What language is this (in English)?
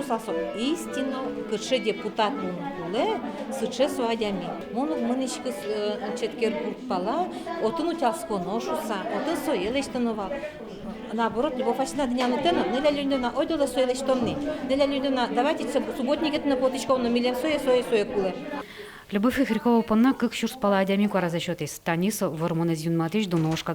Udmurt